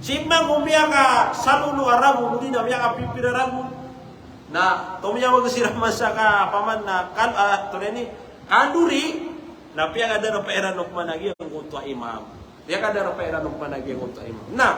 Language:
Maranao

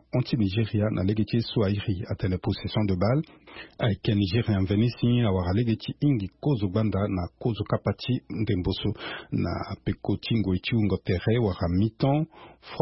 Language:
Sango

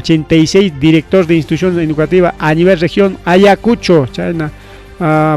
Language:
Ayacucho Quechua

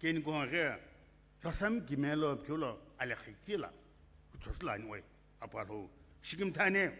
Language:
Sumi Naga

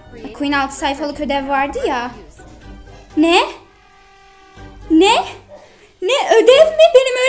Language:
Turkish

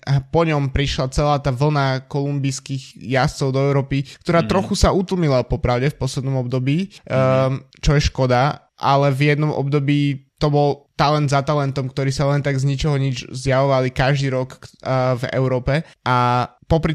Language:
Slovak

